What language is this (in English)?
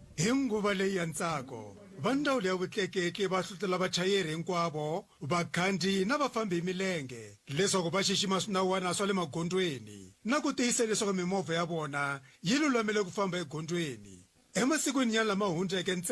Tsonga